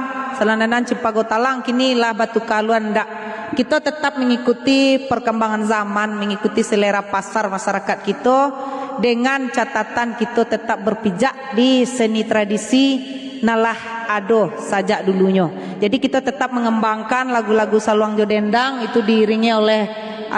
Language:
Minangkabau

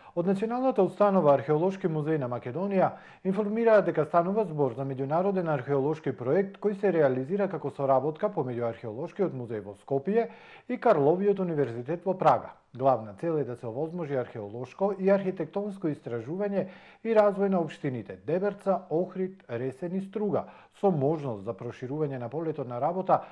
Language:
Macedonian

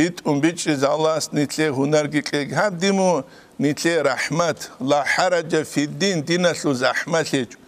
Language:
Avaric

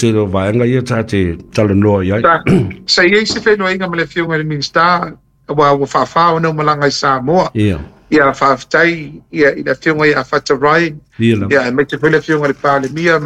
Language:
Samoan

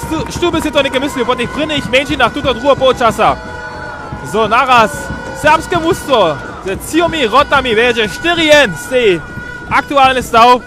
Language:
Upper Sorbian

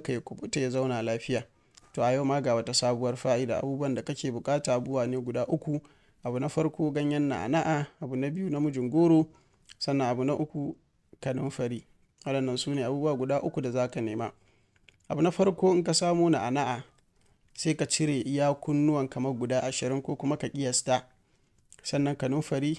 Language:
Hausa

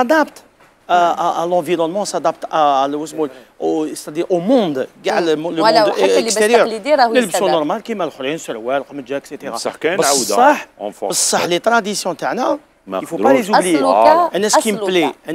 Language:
Algerian Arabic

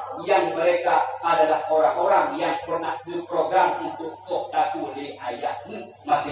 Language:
Achinese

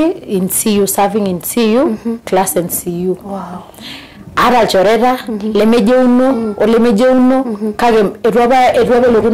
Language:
Masai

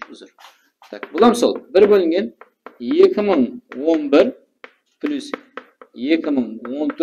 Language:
Kara-Kalpak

